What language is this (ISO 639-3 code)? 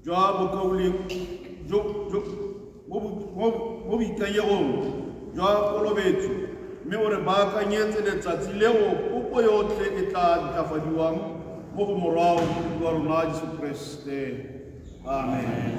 tsn